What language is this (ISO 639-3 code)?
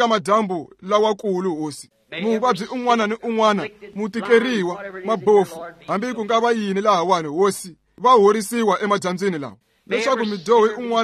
tso